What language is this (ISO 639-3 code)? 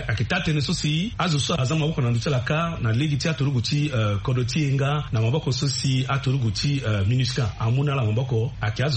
sag